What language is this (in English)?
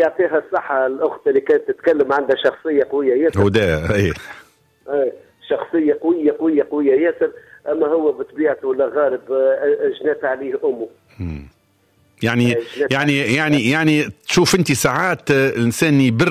Tunisian Arabic